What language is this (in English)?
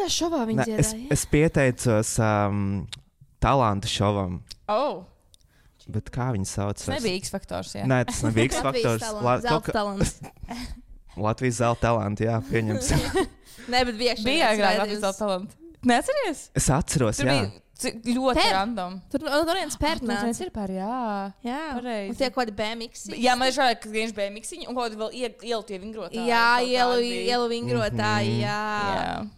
Latvian